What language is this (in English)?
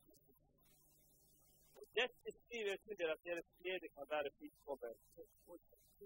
Norwegian